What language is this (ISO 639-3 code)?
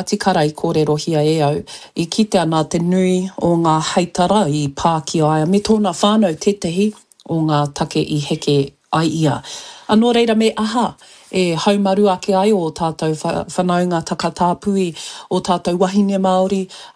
mri